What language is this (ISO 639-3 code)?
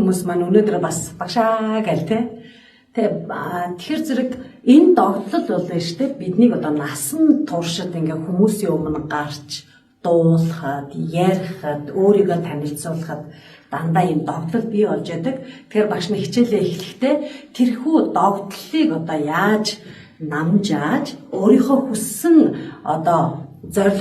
mon